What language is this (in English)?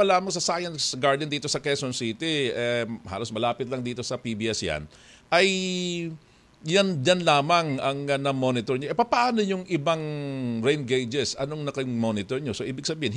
Filipino